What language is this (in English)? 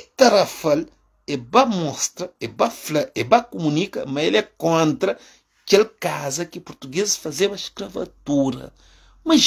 Kabuverdianu